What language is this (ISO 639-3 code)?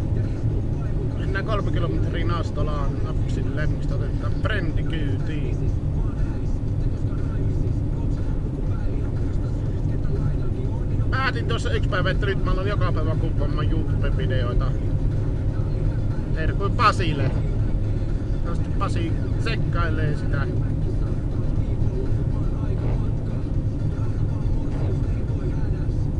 fin